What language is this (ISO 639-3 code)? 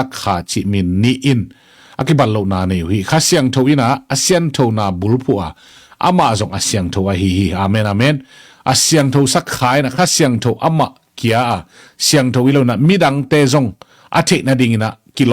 ctd